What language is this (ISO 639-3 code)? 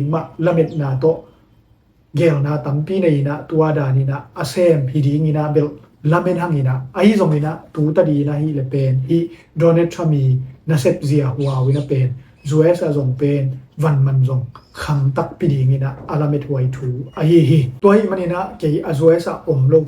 ctd